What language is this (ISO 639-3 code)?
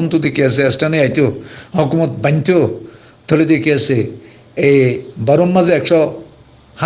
rhg